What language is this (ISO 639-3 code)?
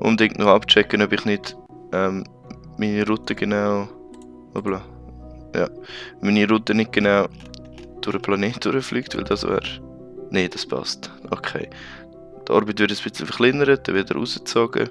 gsw